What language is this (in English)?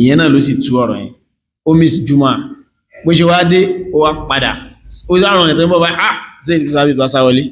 Yoruba